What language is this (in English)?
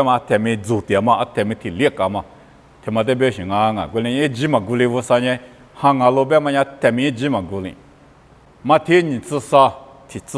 Lisu